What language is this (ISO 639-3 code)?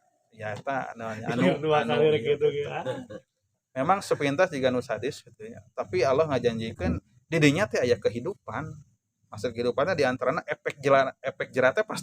sun